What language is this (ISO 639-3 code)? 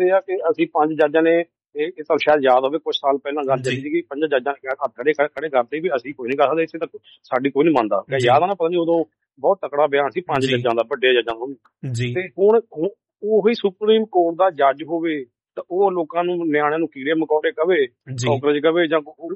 pan